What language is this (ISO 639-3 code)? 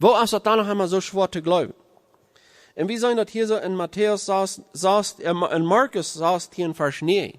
pdt